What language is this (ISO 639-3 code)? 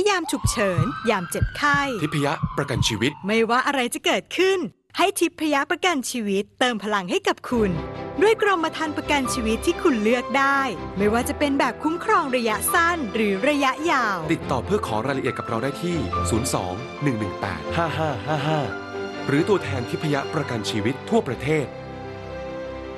tha